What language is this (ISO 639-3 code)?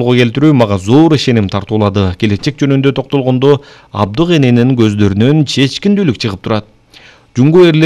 kir